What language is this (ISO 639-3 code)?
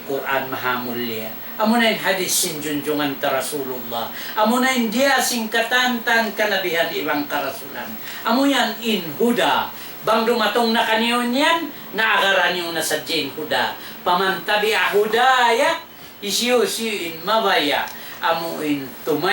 tsg